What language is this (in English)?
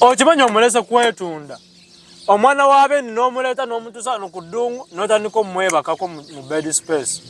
Ganda